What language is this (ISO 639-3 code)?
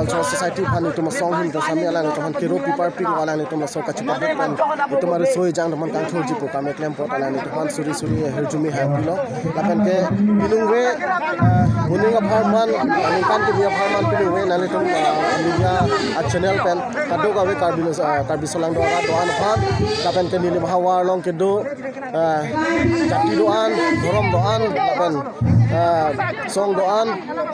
mjw